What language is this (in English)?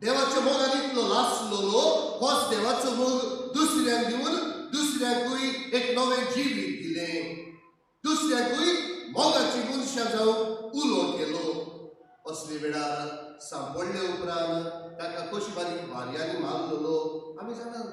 Konkani